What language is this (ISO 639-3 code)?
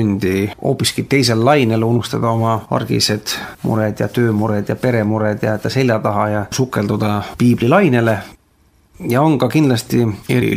est